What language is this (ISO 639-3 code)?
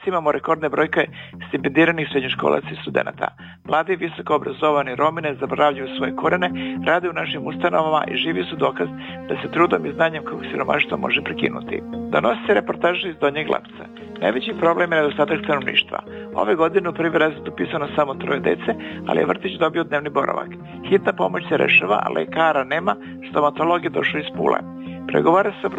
srp